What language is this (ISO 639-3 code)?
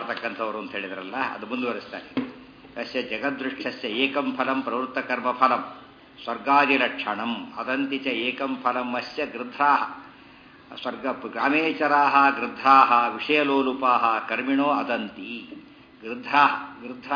kan